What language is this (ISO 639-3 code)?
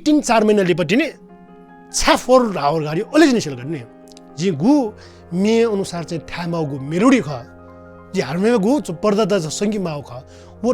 new